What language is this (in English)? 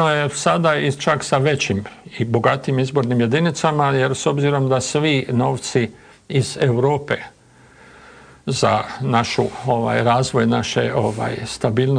Croatian